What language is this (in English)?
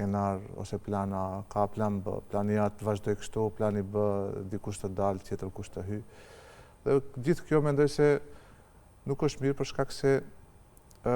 Albanian